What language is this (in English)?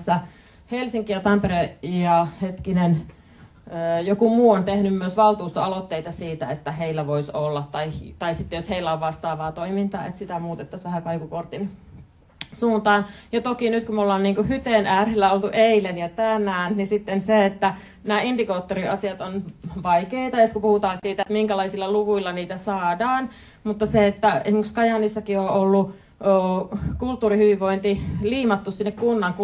Finnish